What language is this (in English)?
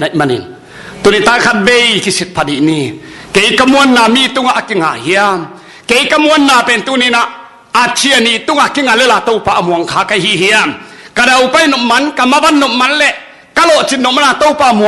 Tedim Chin